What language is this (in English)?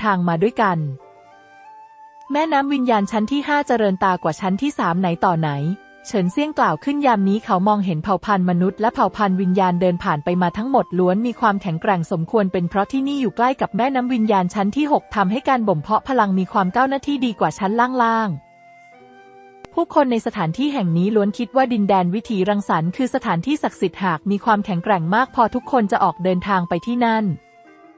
Thai